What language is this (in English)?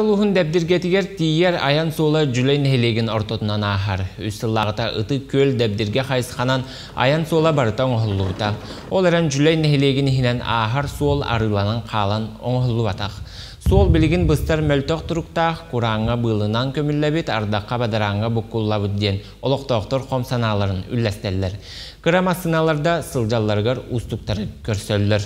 Yakut